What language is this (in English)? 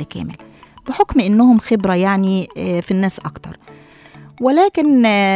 Egyptian Arabic